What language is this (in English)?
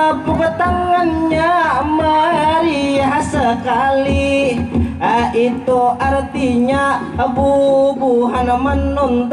Banjar